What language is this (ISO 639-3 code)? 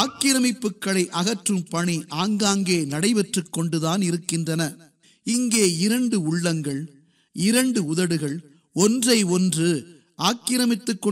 tam